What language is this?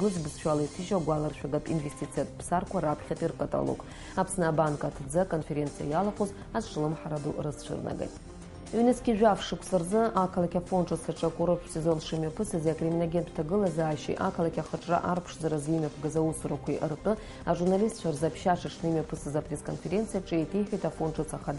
Abkhazian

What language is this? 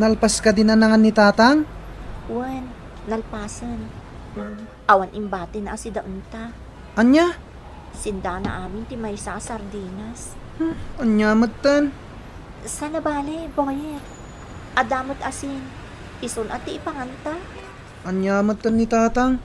Iloko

